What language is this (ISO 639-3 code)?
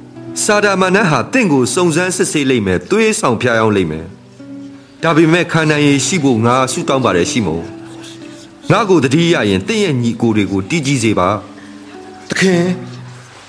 mya